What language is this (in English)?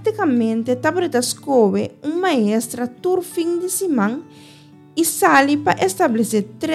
Papiamento